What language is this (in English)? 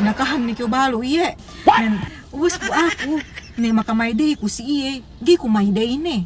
Yakan